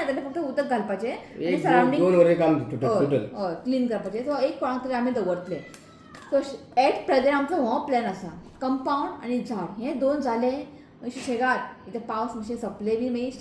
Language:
Konkani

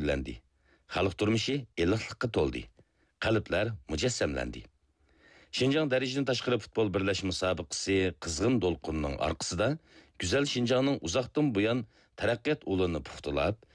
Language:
Uyghur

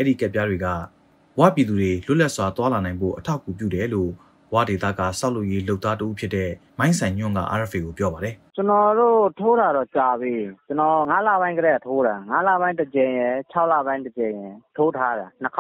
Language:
Burmese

